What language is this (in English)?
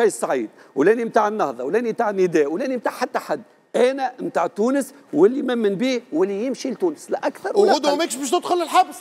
Tunisian Arabic